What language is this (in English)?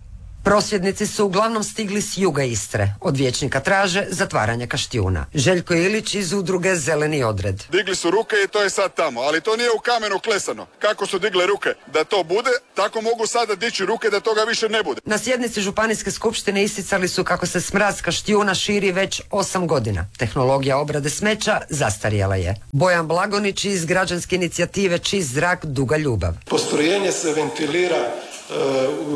Croatian